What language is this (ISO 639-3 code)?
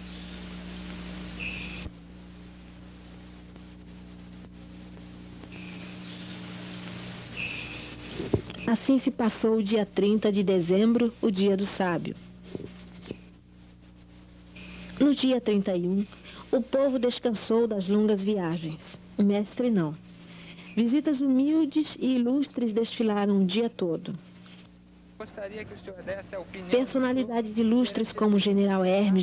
por